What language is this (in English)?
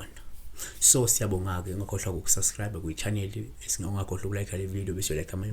Zulu